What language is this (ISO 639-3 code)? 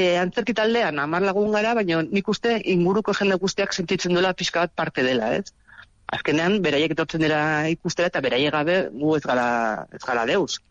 eus